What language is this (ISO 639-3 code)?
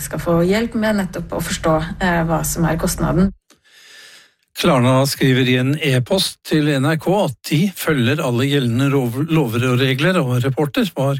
nor